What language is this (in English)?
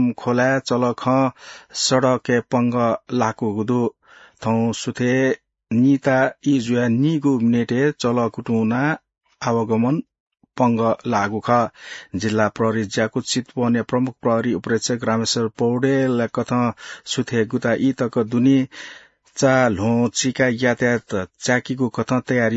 Newari